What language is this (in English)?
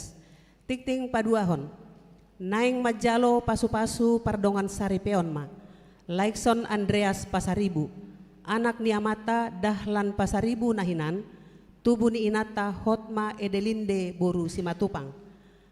Batak Toba